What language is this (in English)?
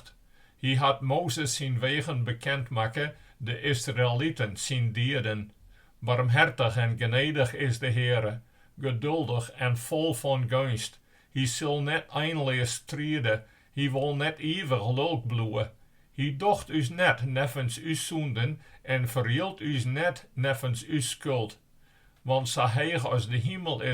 Western Frisian